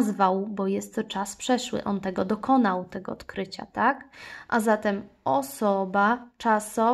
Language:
Polish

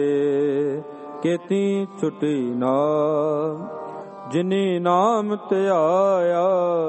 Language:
Punjabi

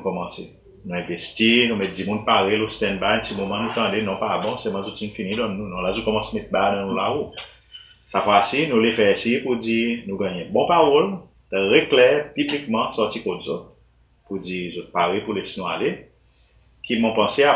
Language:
Seselwa Creole French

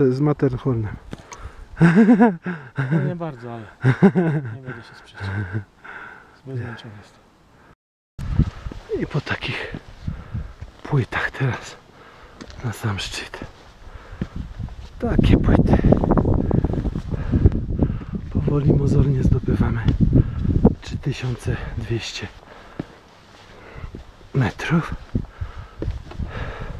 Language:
Polish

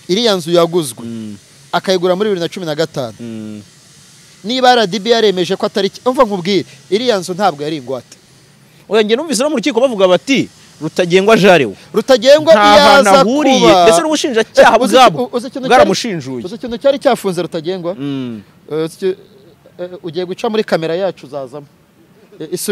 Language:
Kinyarwanda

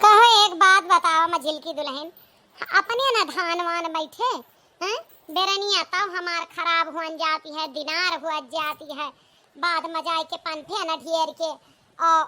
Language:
Awadhi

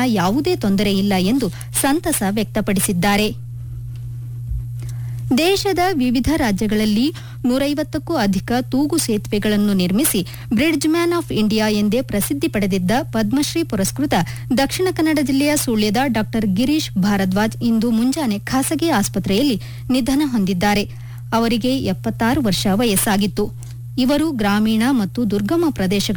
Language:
Kannada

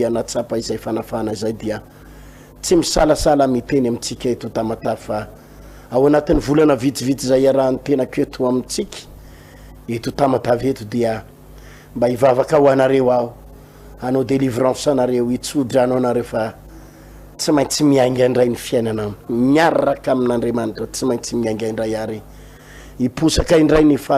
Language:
Malagasy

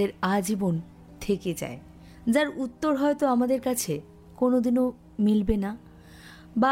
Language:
Bangla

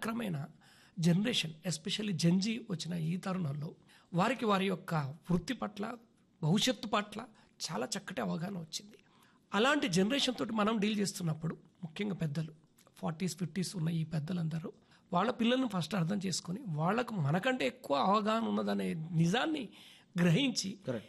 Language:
Telugu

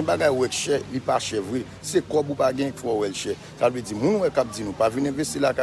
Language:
Haitian Creole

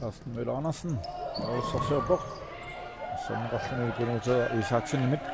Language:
Kalaallisut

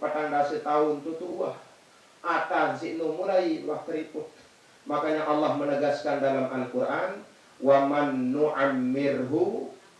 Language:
Sasak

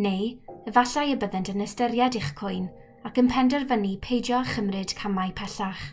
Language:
Welsh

